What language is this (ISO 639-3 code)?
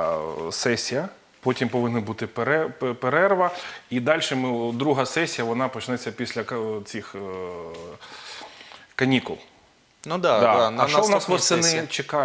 ukr